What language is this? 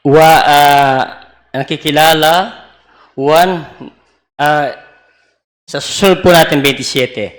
Pampanga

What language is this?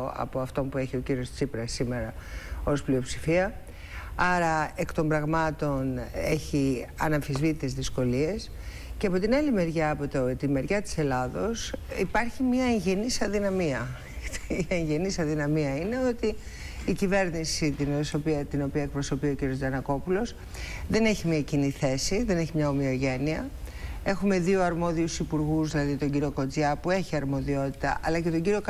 Greek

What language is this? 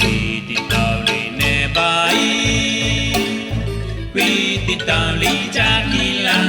Kekchí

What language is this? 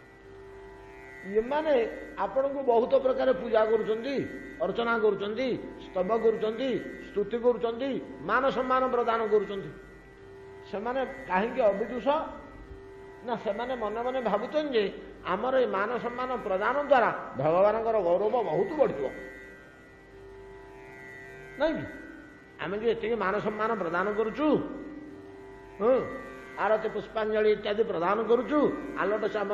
Odia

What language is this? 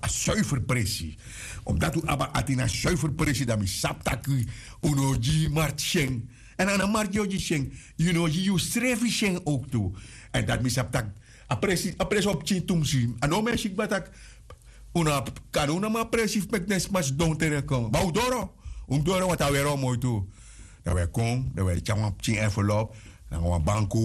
Sranan Tongo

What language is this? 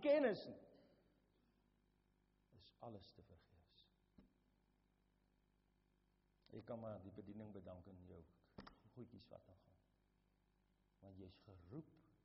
Afrikaans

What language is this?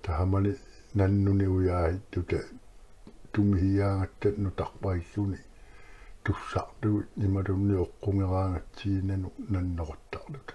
Kalaallisut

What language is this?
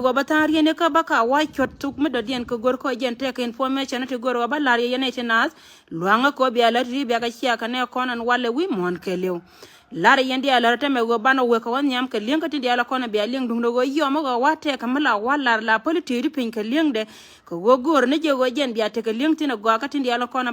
Nuer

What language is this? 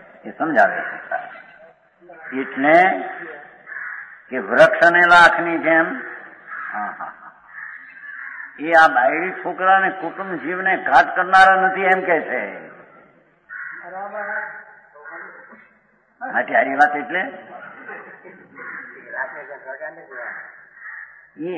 Gujarati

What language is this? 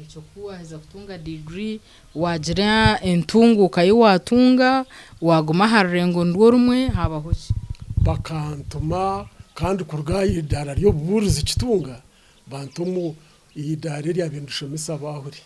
Nyankole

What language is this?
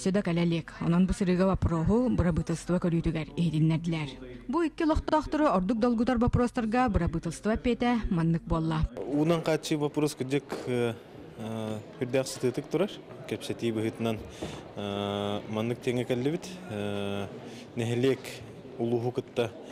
Yakut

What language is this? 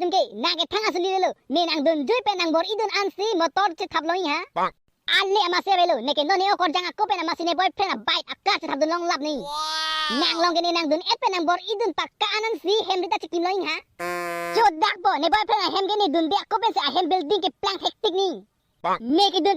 Karbi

